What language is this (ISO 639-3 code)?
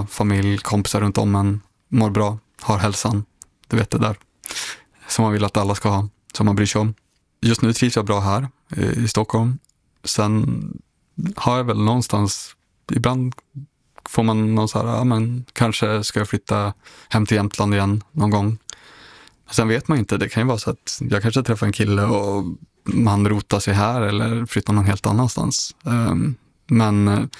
swe